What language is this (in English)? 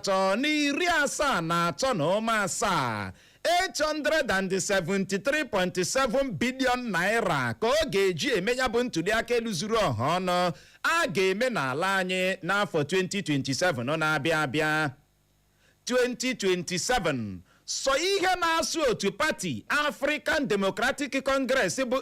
Igbo